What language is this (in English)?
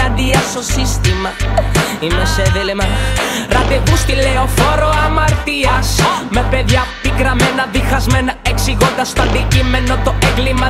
Greek